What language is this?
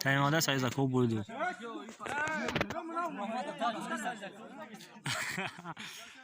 Tajik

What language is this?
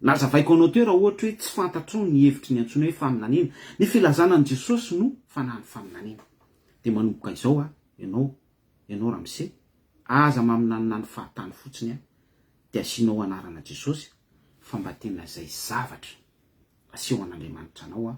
Malagasy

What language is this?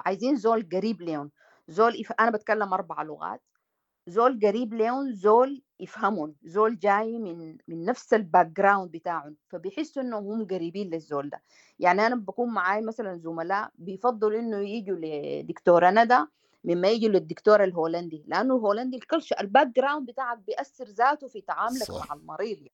Sudanese Arabic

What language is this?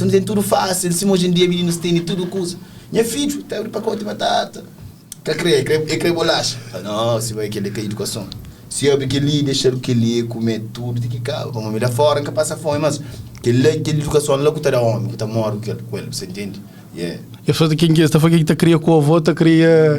Kabuverdianu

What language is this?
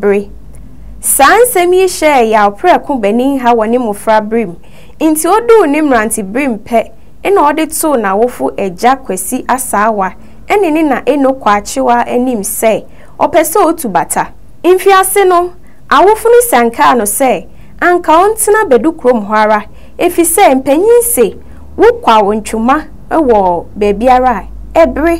Akan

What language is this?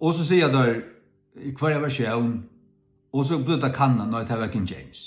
Faroese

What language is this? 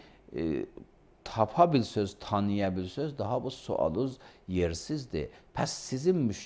Azerbaijani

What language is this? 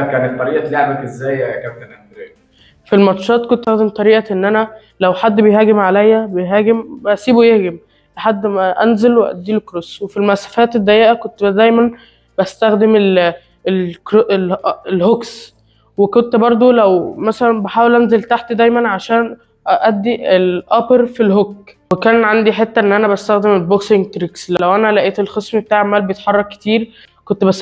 Egyptian Arabic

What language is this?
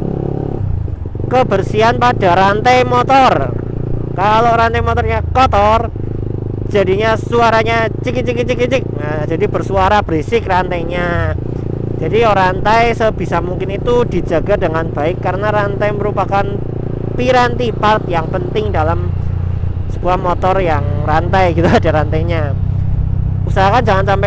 Indonesian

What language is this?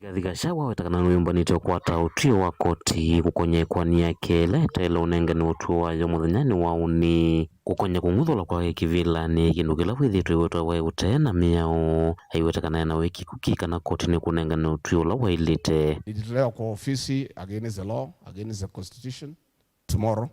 Kamba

